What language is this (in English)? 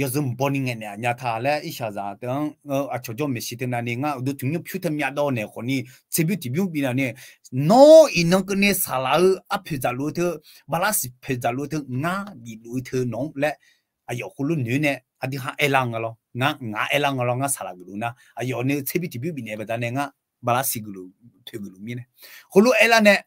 Akha